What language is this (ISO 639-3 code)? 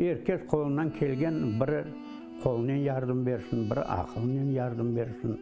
crh